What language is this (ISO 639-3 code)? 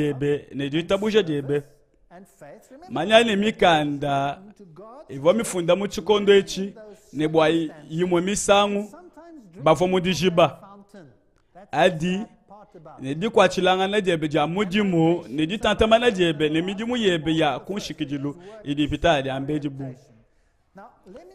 lua